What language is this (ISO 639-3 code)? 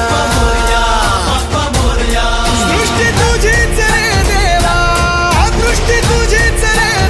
mar